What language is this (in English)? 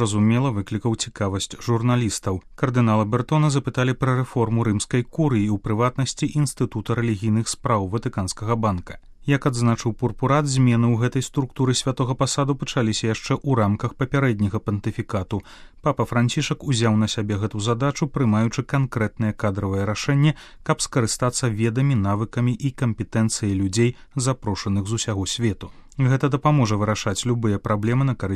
Belarusian